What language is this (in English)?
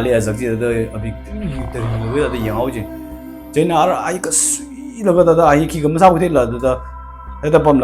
Tangkhul Naga (India)